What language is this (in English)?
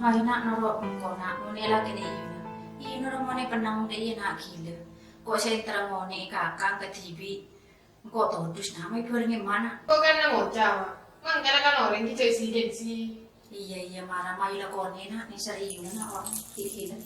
Madurese